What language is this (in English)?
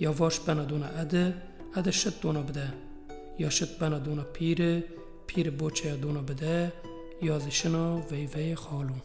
Zaza